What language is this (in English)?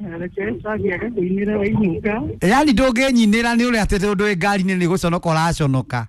Kikuyu